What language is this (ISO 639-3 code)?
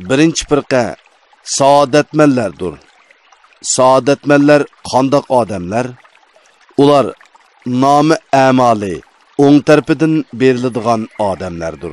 uig